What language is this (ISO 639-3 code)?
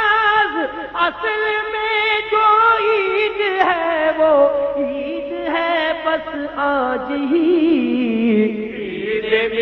urd